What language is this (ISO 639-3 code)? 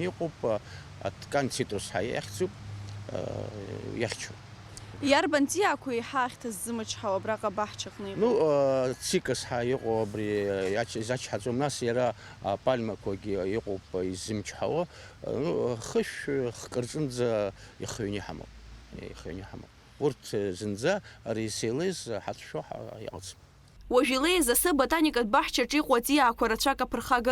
abk